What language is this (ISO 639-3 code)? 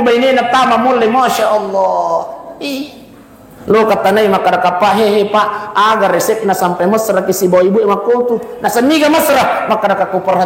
bug